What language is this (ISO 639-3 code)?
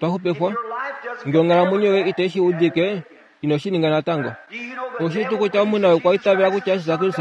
kua